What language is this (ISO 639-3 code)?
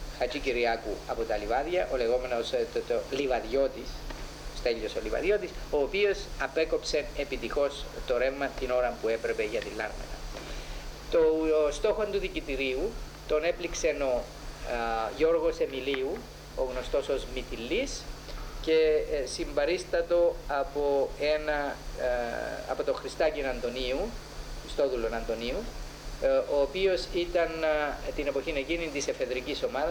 ell